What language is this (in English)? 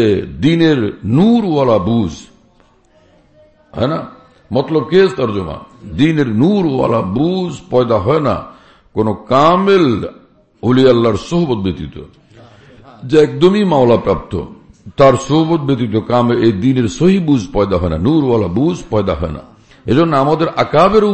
Bangla